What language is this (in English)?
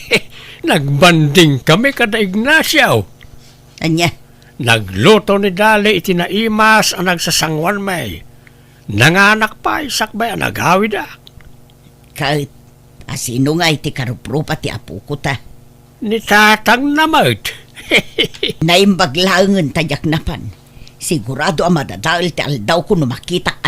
Iloko